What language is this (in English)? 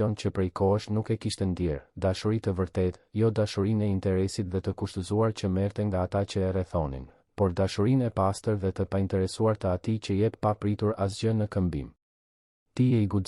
Albanian